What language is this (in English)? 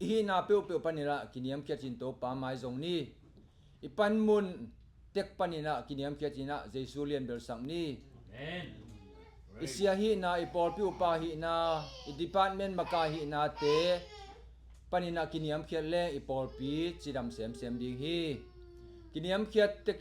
Tedim Chin